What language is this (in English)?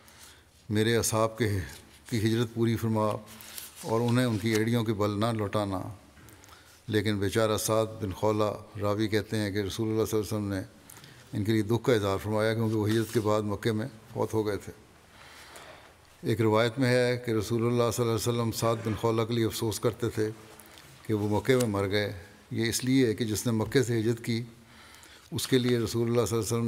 Urdu